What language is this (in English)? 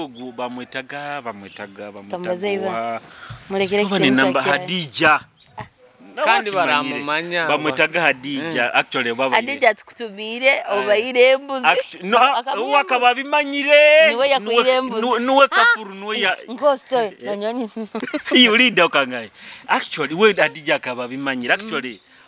Nyoro